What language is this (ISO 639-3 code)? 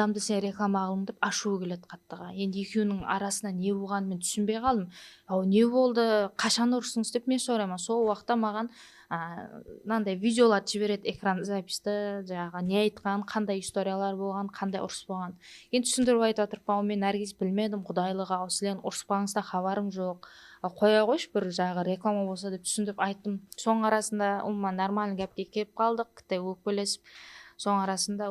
kaa